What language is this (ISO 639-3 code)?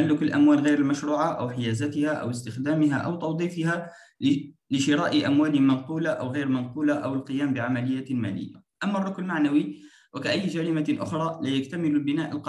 ara